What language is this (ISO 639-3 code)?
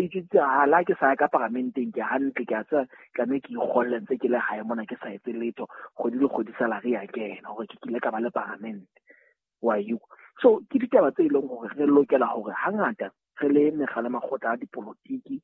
sot